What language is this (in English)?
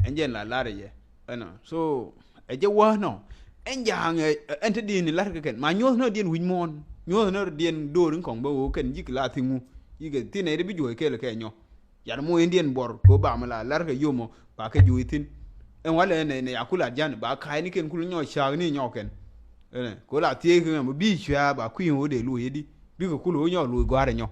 Nuer